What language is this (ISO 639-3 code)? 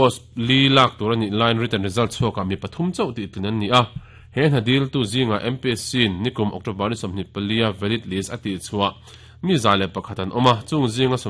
lus